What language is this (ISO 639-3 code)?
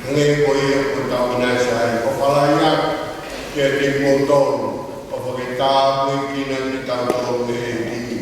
ton